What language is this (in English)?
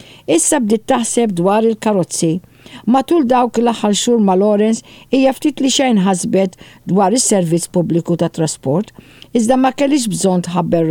Maltese